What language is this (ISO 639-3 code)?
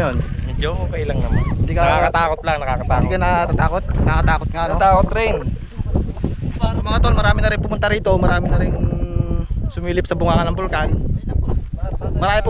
fil